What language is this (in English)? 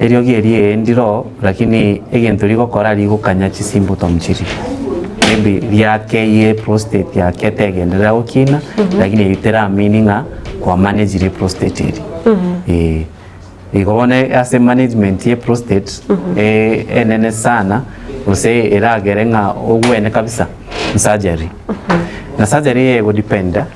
Gusii